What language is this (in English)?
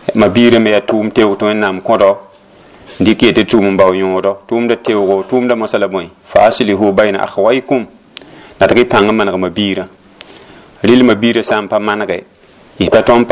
Mossi